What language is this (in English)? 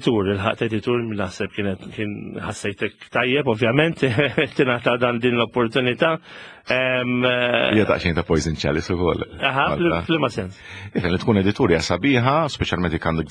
Maltese